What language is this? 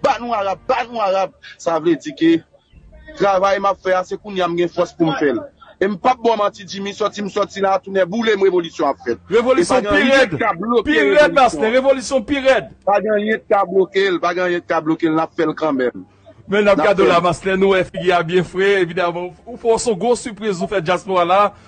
Haitian Creole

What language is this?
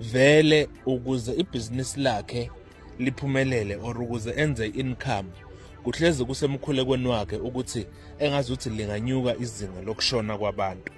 Zulu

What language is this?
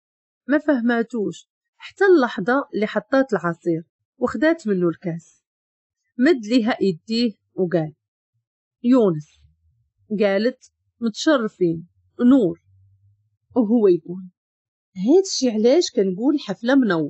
Moroccan Arabic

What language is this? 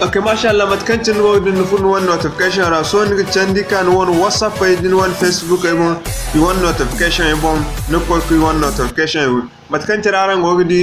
Zarma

